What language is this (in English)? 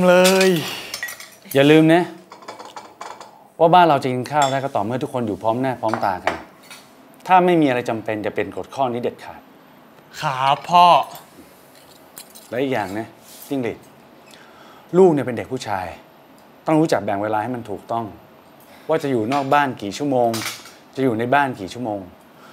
Thai